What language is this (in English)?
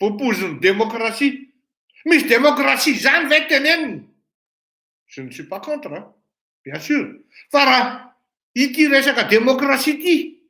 Malagasy